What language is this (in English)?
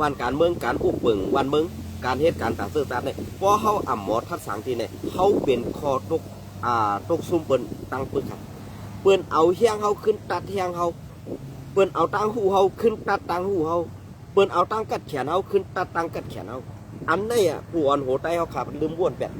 Shan